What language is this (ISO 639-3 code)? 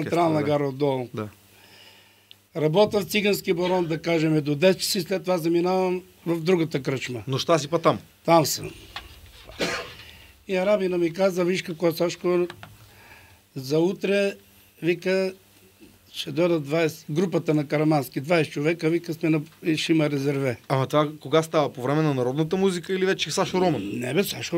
bul